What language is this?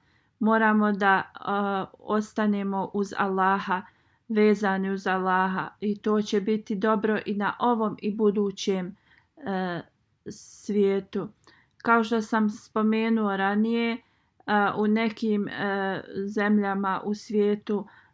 Bosnian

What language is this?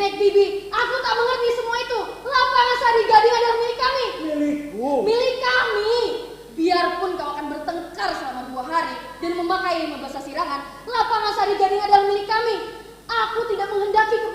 Banjar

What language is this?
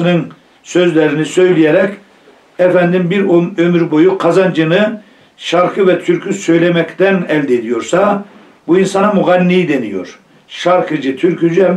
Turkish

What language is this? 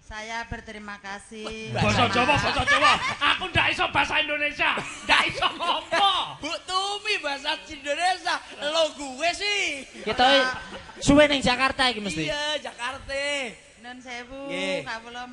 Javanese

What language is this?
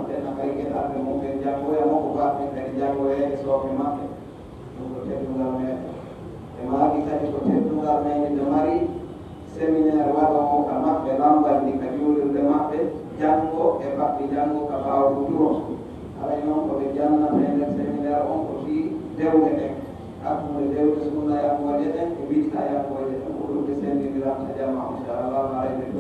Pular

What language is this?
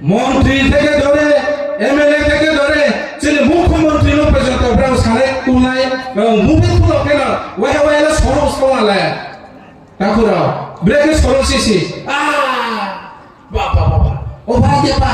Riang (India)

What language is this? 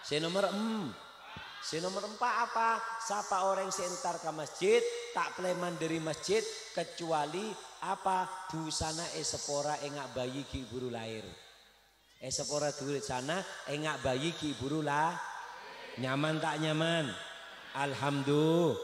Madurese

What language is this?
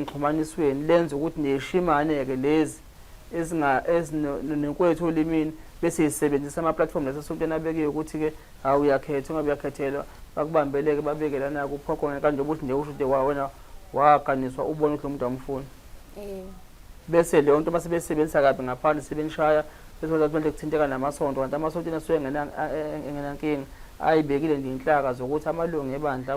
Zulu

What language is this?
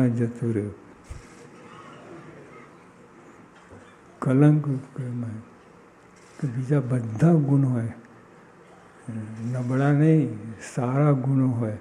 Gujarati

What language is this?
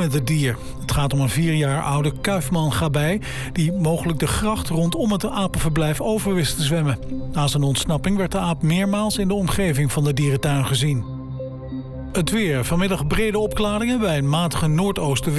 Dutch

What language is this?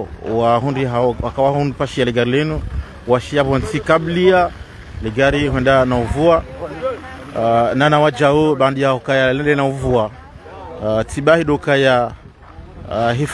Ngazidja Comorian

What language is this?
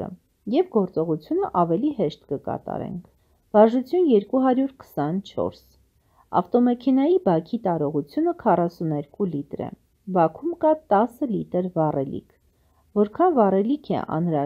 Armenian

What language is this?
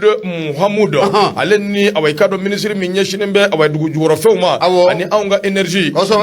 Bambara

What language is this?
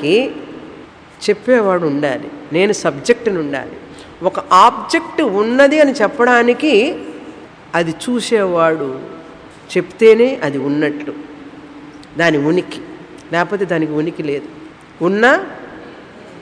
Telugu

